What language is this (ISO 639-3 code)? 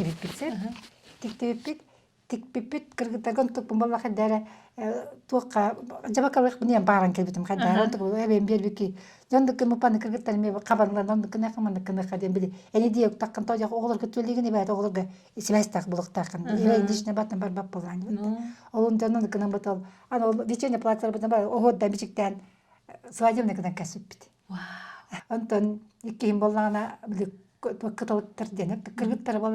sah